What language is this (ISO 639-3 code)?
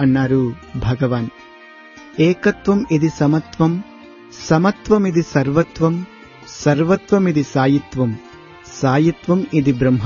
tel